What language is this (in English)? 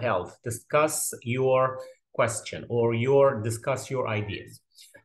Egyptian Arabic